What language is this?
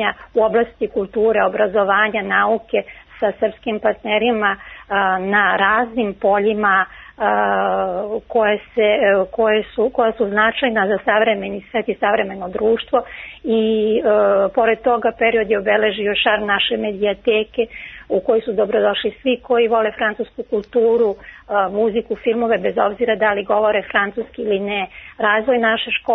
Serbian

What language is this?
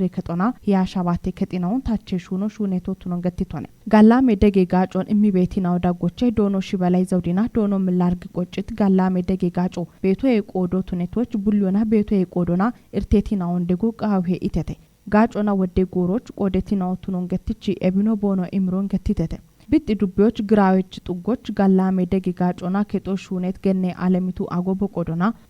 Kafa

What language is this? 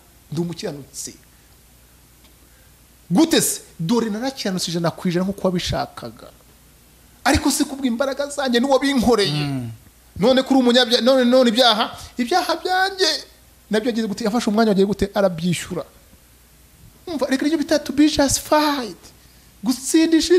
Kinyarwanda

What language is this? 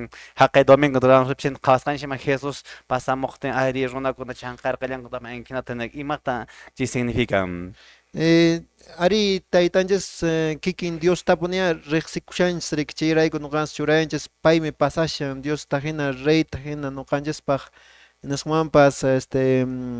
Quechua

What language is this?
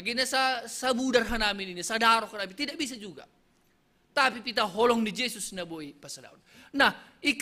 Batak Simalungun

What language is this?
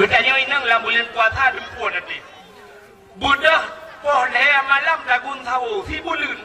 Achinese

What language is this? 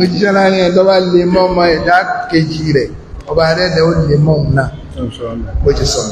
Yoruba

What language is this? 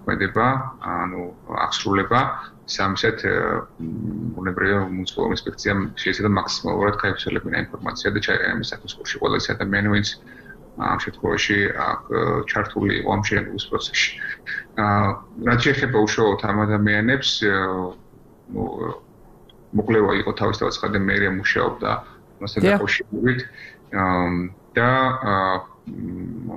Georgian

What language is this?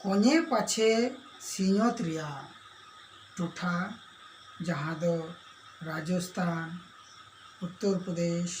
Santali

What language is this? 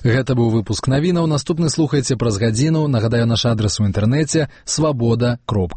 Belarusian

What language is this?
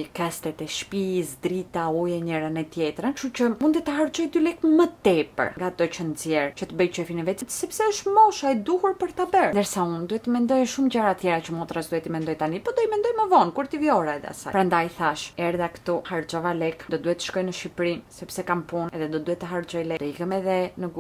Albanian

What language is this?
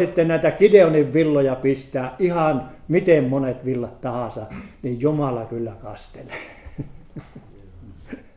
Finnish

